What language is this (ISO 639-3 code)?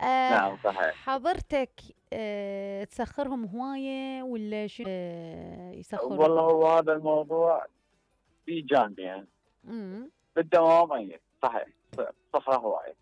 acm